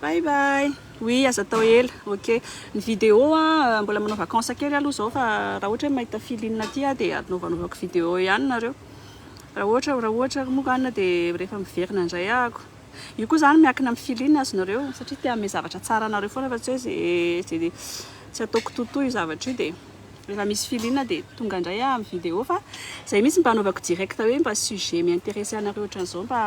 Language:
Malagasy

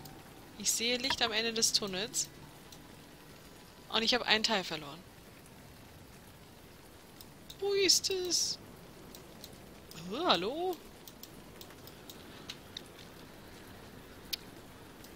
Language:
German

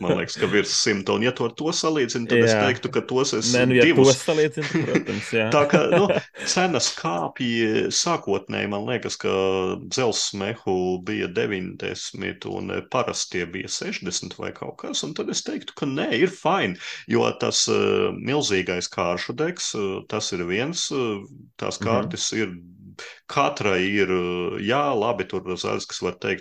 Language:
Latvian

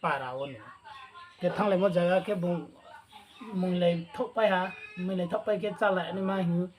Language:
Riang (India)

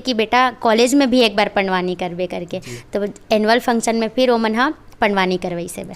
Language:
Chhattisgarhi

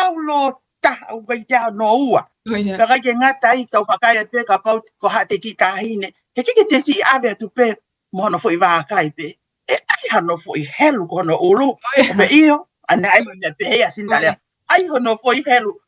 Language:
Tongan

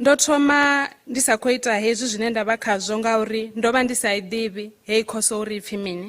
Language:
Venda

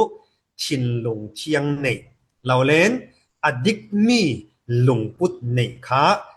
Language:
Falam Chin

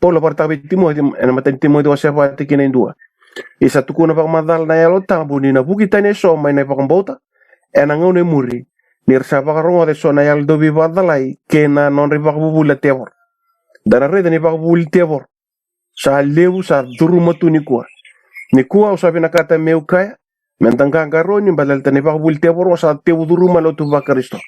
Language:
Fijian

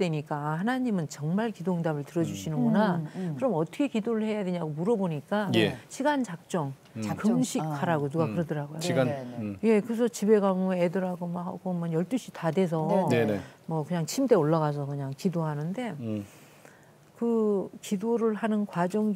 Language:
Korean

